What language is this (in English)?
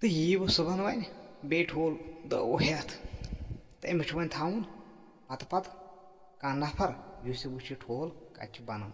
Kashmiri